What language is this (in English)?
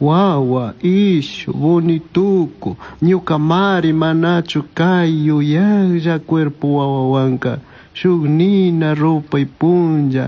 Chimborazo Highland Quichua